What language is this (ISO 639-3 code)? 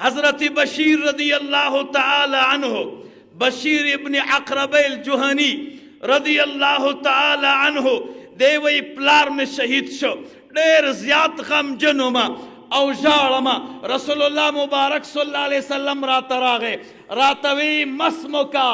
pus